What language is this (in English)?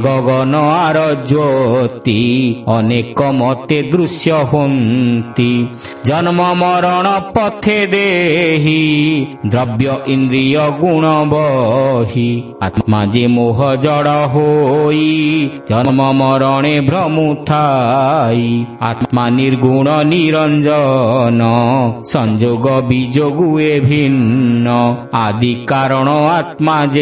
Odia